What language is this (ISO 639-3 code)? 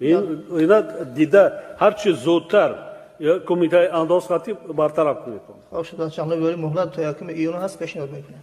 tgk